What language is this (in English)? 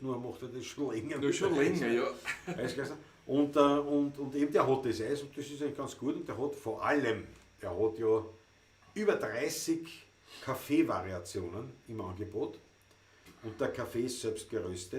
Bavarian